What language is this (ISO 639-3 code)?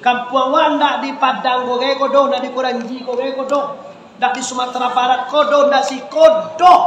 min